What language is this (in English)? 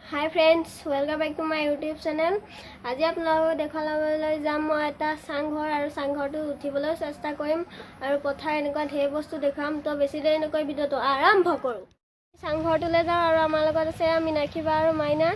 Assamese